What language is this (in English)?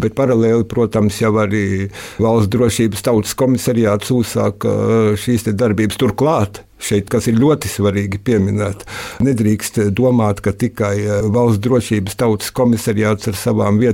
Latvian